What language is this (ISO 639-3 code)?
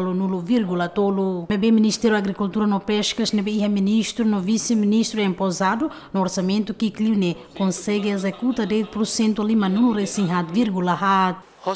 tet